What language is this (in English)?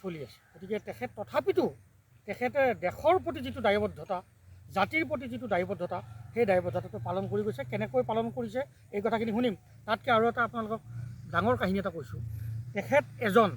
Assamese